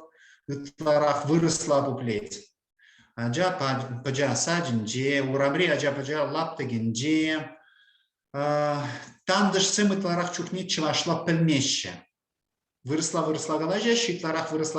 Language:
Chuvash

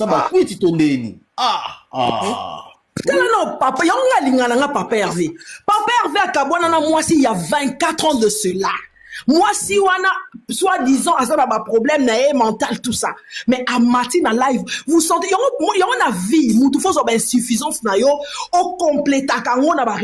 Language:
Lingala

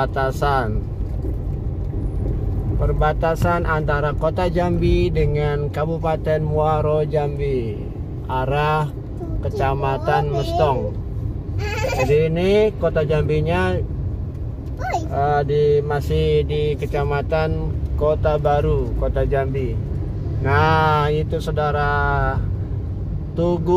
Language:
Indonesian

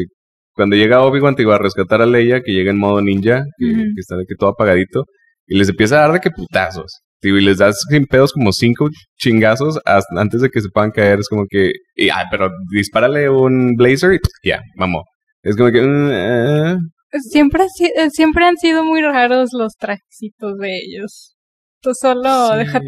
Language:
Spanish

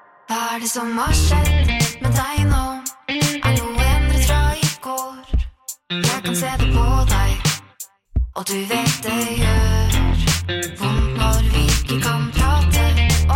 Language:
Norwegian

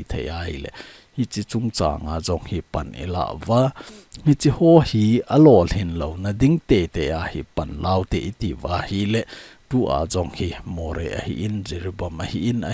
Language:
Thado Chin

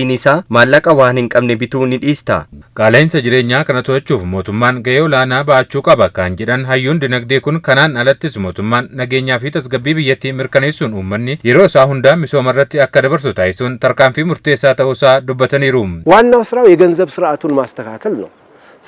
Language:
Oromo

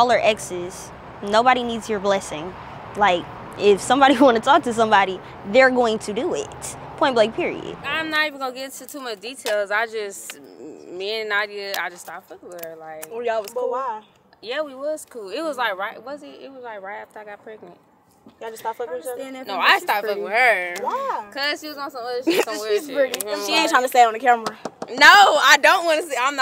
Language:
English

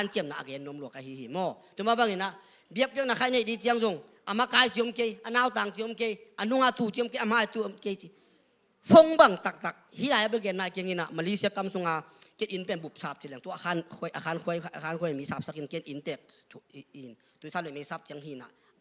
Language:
Tedim Chin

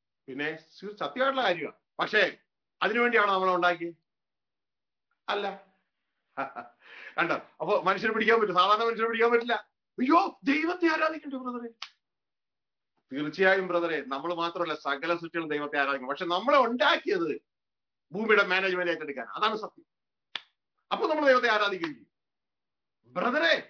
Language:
Malayalam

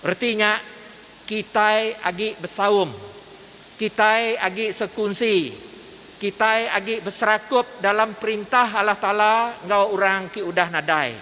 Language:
Iban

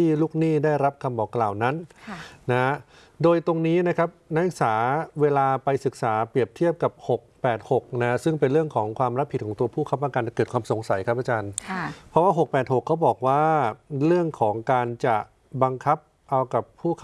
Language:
Thai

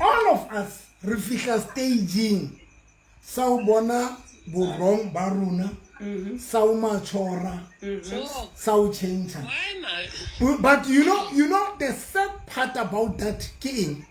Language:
Southern Sotho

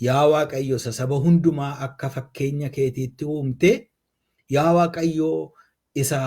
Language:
Oromo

